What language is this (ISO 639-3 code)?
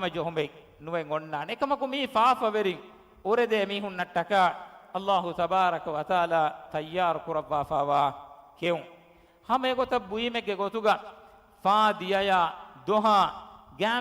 div